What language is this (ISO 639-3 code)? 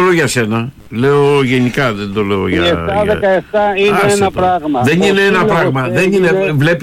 ell